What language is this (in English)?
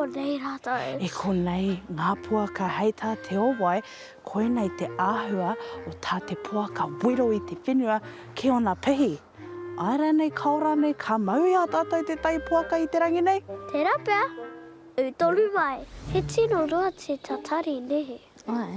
Māori